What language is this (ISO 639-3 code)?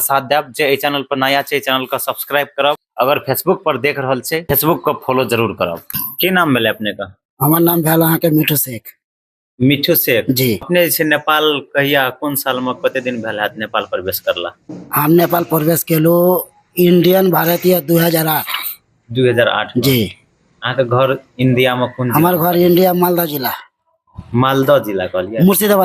mai